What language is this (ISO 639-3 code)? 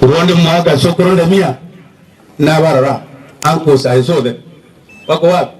guz